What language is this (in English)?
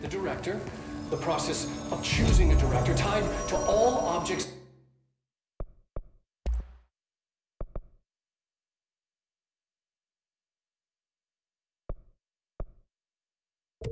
English